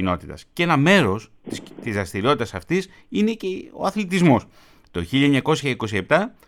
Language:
Greek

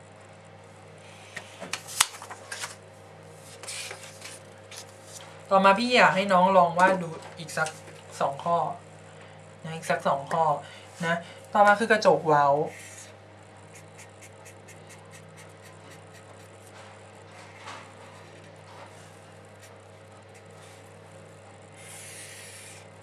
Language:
Thai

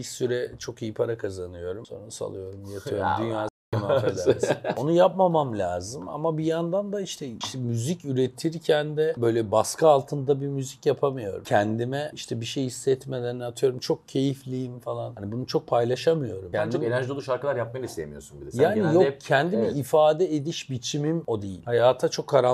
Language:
Turkish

